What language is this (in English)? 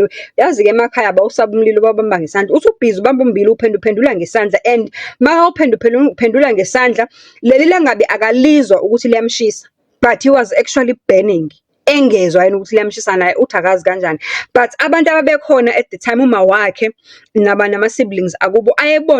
Zulu